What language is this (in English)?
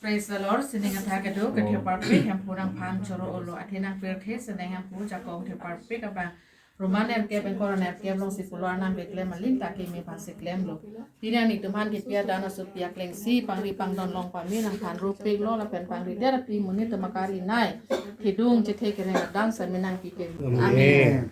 Karbi